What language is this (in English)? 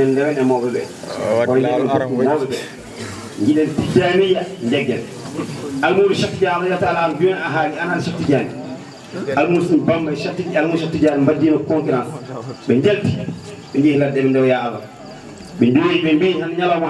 Fula